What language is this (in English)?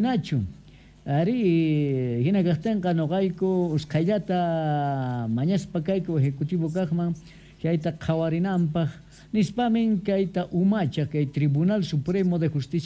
Quechua